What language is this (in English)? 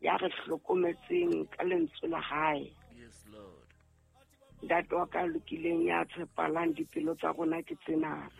Southern Sotho